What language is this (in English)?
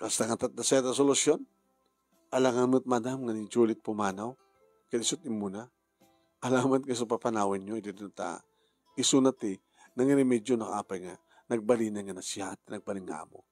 Iloko